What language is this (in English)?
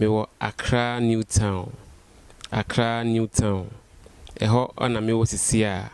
Akan